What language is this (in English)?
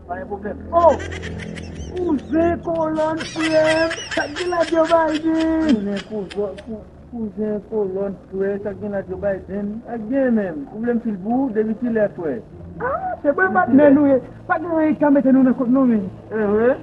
Haitian Creole